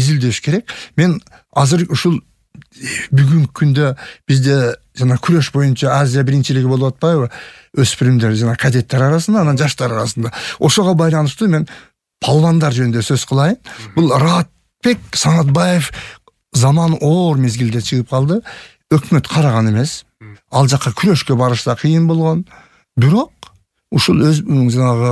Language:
Kyrgyz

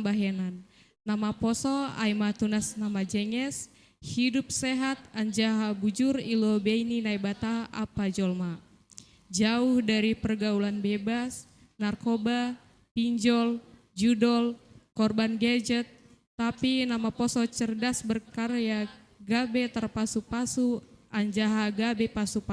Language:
Batak Simalungun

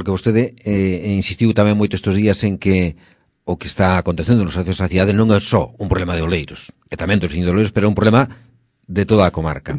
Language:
Galician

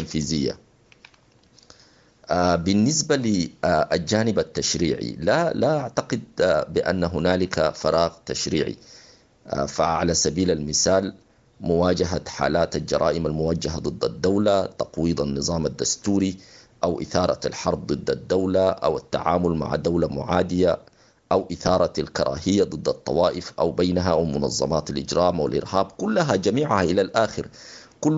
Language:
Sudanese Arabic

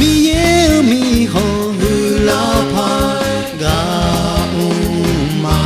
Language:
Akha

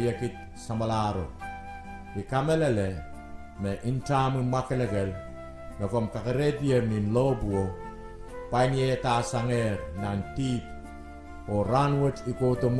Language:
Pohnpeian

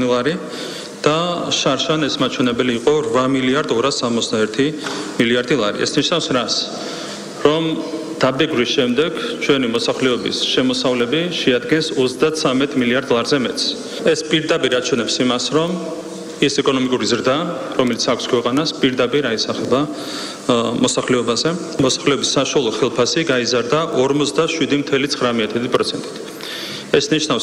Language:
Georgian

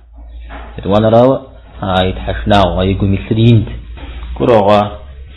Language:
Kabardian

